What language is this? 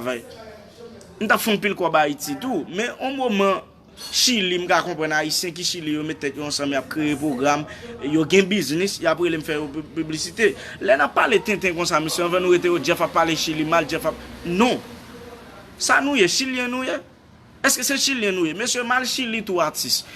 Haitian Creole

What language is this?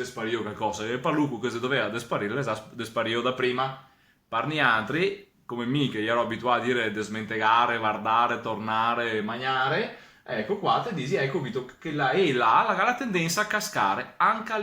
Venetian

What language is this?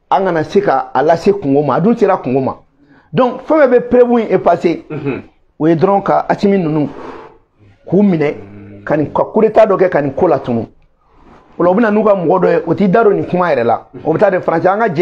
Bambara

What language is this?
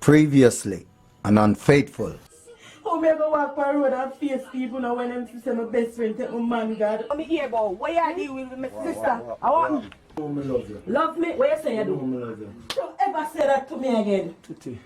Jamaican Creole English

